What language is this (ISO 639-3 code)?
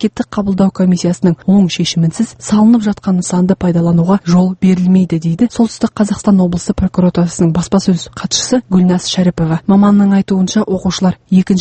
kaz